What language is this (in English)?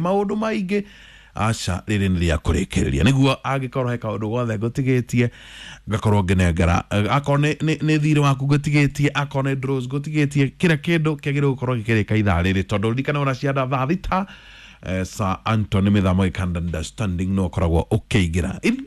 Kikuyu